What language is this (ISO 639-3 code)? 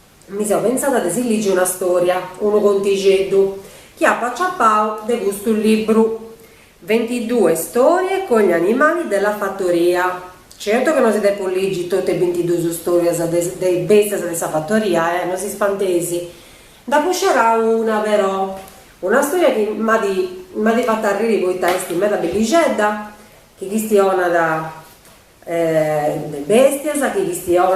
srd